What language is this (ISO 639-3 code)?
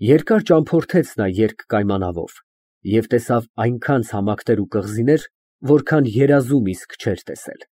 hye